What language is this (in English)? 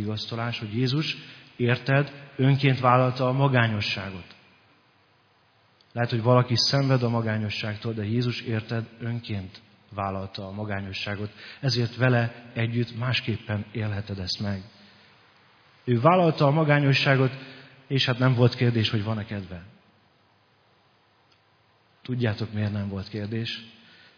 Hungarian